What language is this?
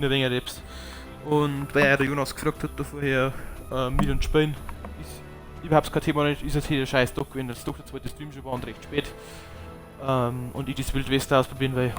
Bavarian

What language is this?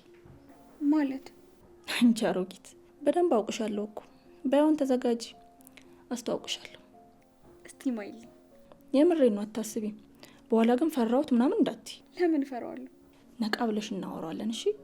Amharic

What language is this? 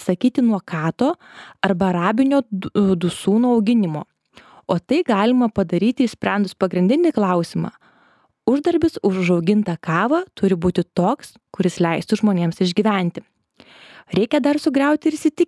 Lithuanian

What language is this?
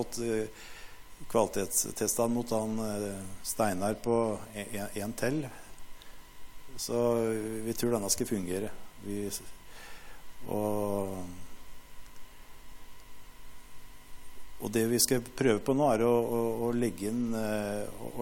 Norwegian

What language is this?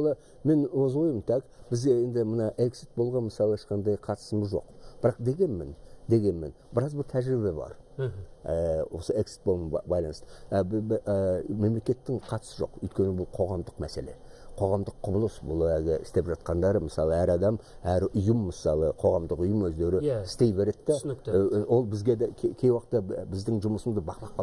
Kazakh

